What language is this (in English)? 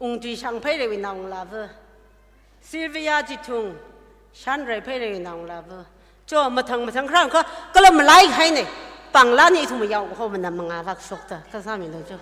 Tangkhul Naga (India)